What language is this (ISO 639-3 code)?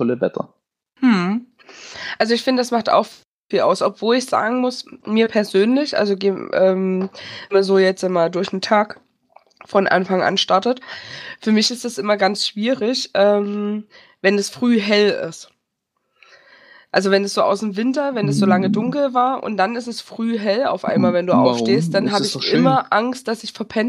deu